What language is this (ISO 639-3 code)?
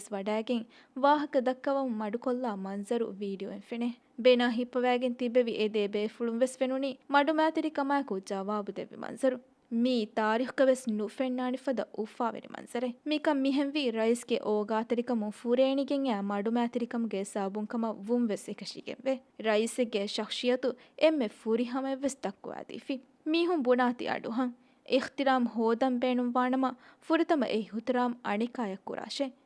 div